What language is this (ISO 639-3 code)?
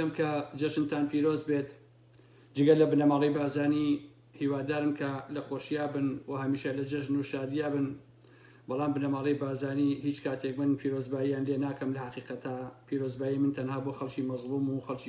ckb